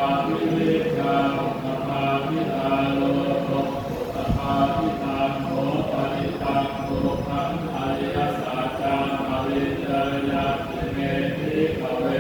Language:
Pali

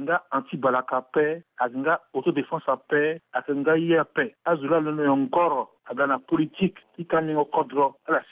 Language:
Sango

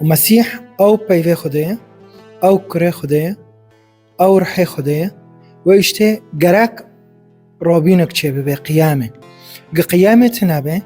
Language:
Kurdish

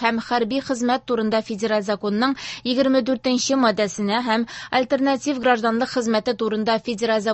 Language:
Tatar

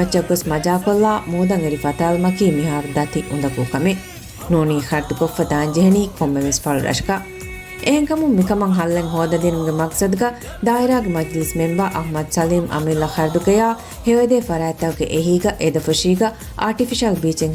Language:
Divehi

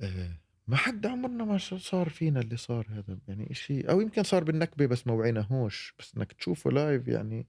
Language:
North Levantine Arabic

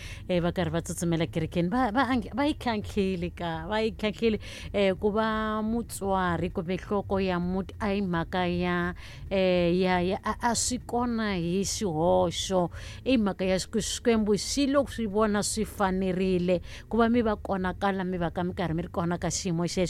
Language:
Tsonga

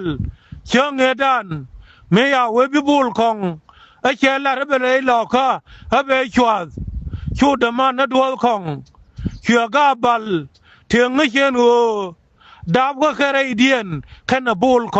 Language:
Nuer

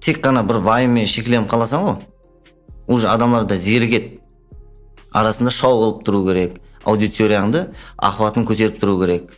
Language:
Kara-Kalpak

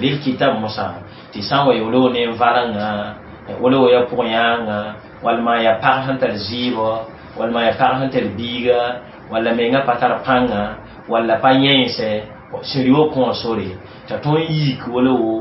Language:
Mossi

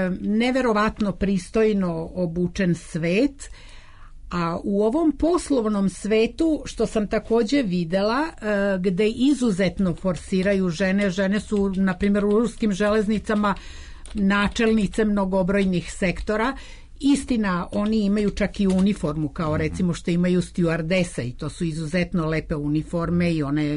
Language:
Serbian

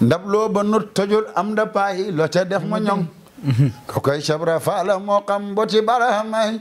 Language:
Wolof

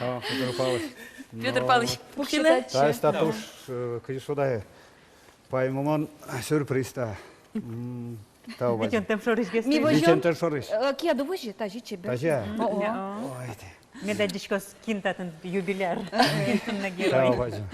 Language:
Udmurt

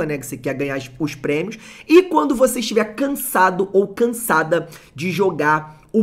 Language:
Portuguese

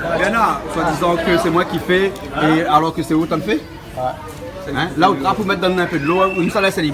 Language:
Réunion Creole French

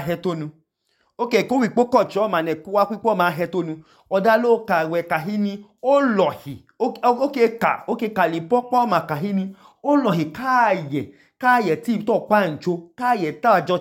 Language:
Idoma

